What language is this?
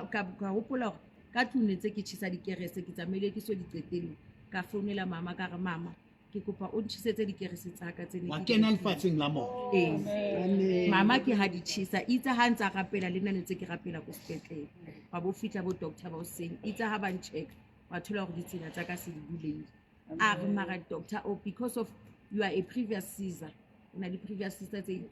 Southern Sotho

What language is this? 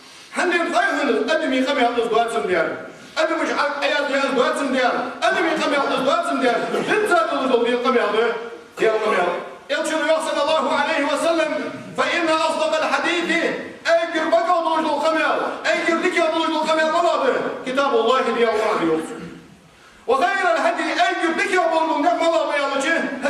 Ingush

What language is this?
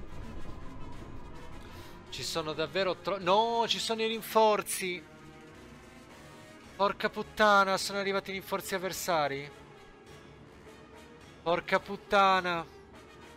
Italian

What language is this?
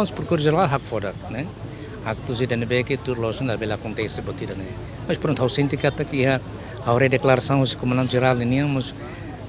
Tetum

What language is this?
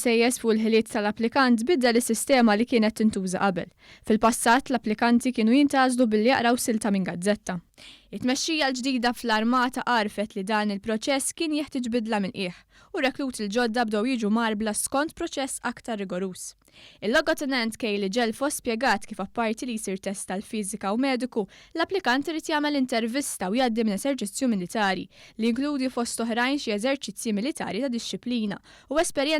Maltese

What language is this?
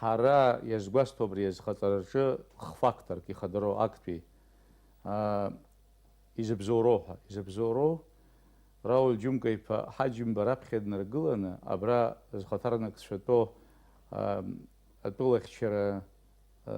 Abkhazian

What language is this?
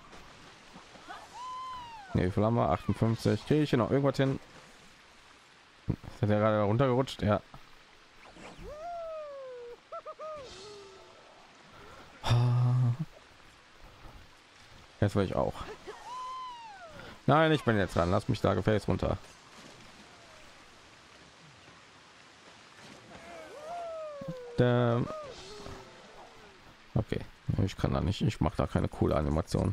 German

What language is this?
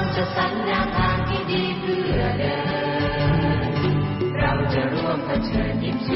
Thai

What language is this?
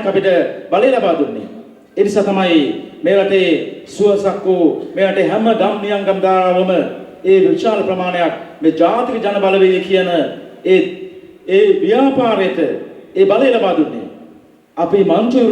Sinhala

